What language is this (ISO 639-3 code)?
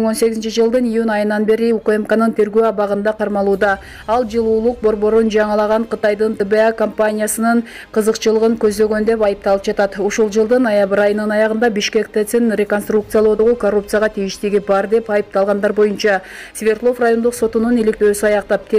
kir